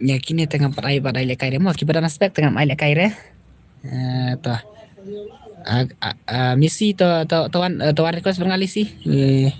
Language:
Khasi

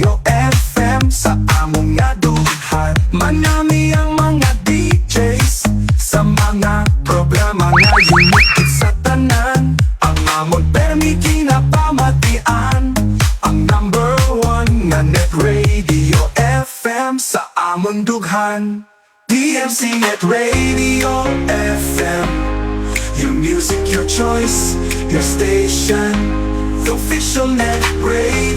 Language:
Hiligaynon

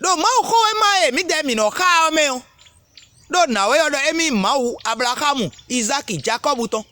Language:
Fon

